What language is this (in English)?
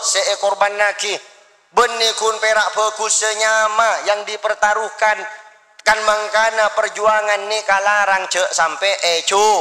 Madurese